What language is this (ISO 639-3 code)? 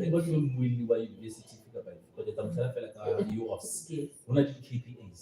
sot